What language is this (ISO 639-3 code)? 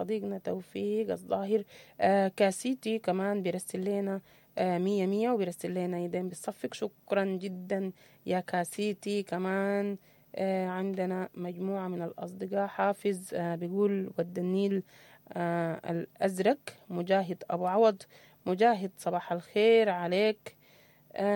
apd